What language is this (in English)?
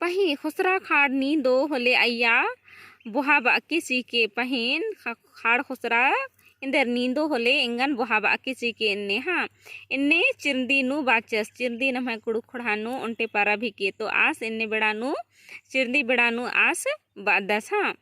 Kurukh